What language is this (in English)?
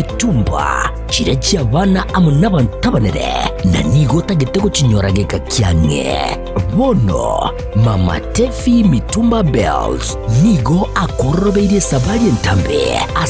Gusii